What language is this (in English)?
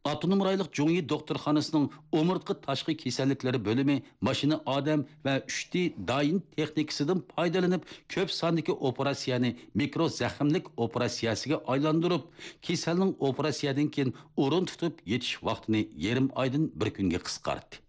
Uyghur